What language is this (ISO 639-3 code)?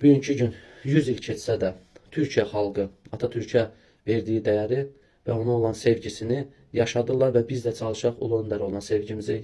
aze